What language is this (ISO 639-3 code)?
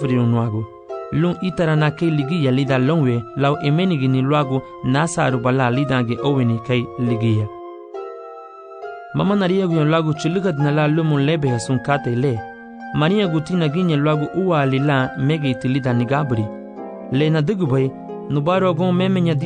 cab